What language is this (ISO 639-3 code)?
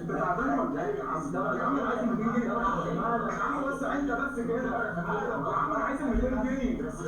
arz